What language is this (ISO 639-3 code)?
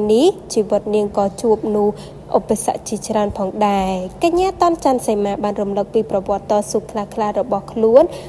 khm